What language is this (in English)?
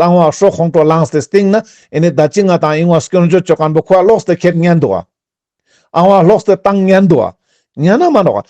Ladakhi